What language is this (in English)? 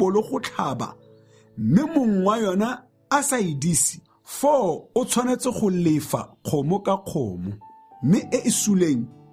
Tswana